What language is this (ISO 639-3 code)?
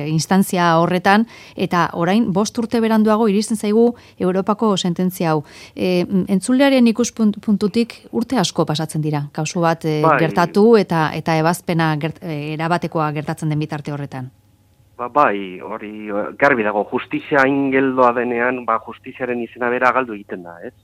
eus